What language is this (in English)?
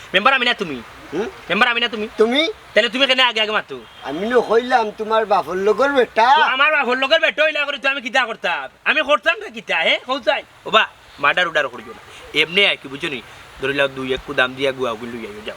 Sylheti